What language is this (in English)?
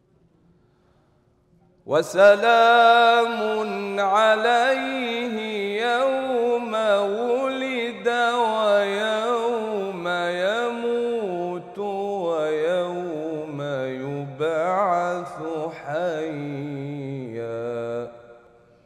Arabic